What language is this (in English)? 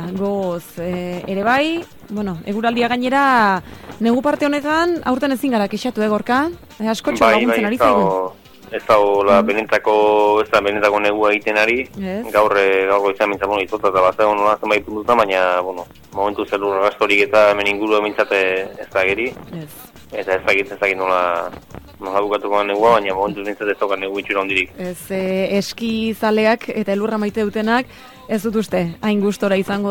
Basque